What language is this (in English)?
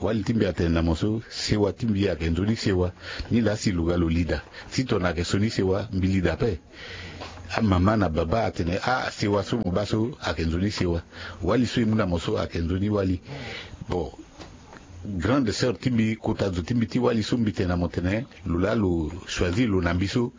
Sango